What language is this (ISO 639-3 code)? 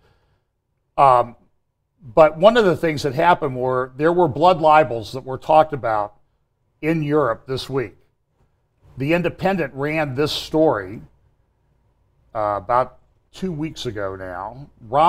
eng